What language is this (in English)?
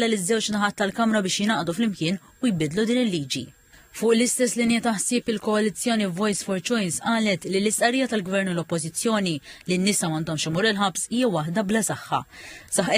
Maltese